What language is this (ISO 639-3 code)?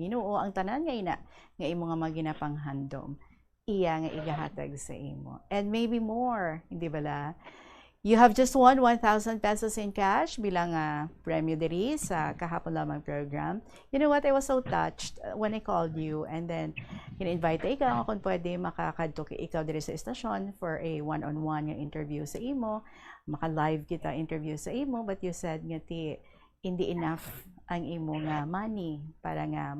hil